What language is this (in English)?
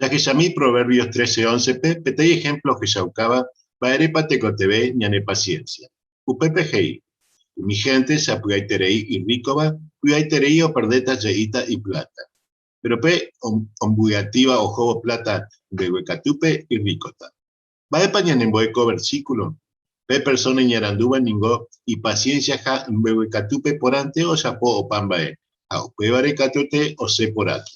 Guarani